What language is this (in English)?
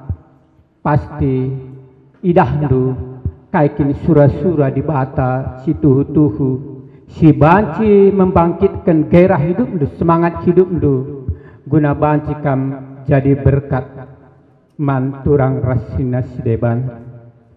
Batak Karo